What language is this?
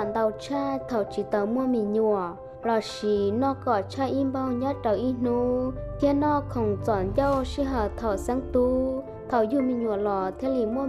Hmong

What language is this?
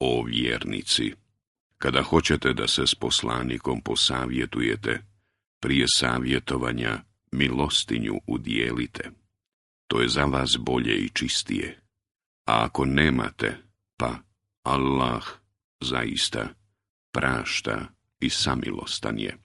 Bosnian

